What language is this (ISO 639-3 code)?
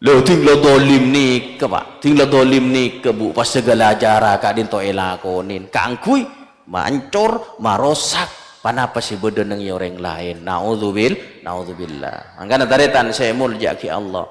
mad